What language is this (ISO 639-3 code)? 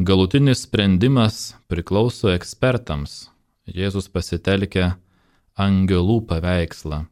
lit